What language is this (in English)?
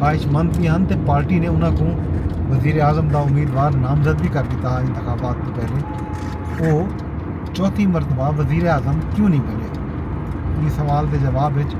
Saraiki